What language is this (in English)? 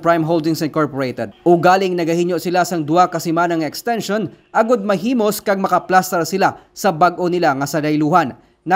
Hiligaynon